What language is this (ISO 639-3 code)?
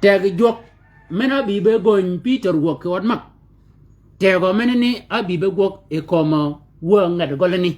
shk